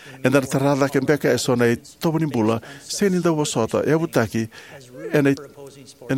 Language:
Fijian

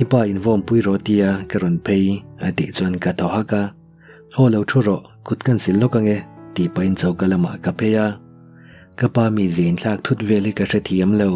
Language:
Mizo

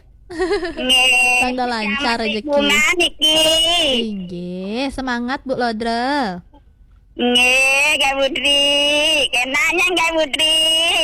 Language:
Balinese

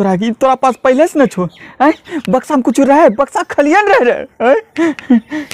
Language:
Angika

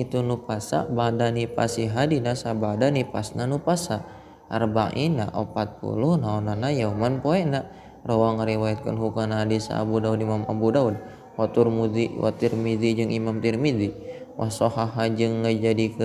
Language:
Sundanese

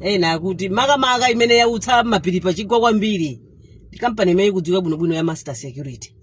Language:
Nyanja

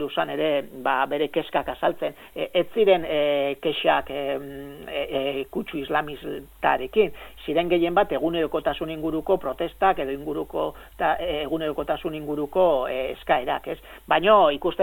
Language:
Basque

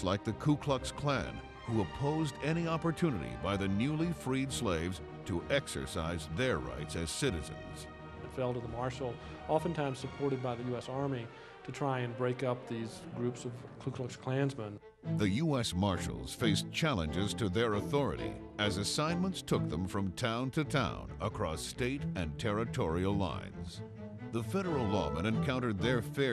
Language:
English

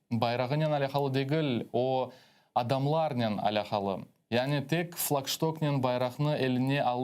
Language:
Crimean Tatar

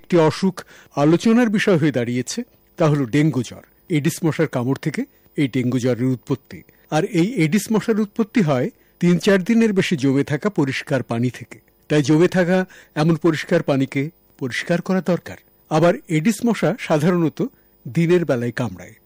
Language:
Bangla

